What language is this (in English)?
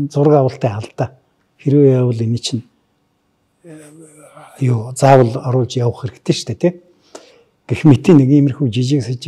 Mongolian